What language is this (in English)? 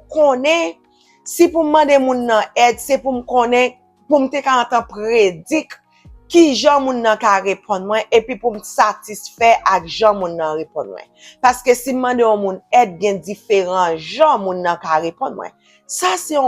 Haitian Creole